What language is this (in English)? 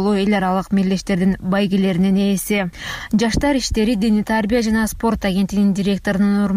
Kyrgyz